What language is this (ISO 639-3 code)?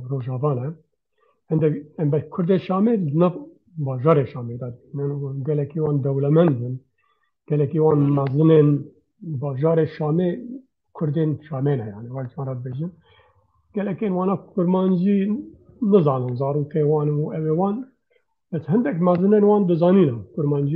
kur